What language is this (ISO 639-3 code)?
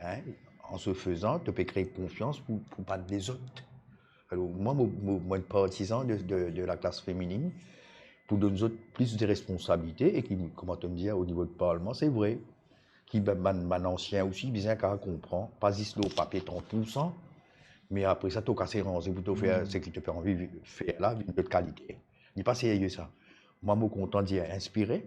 mfe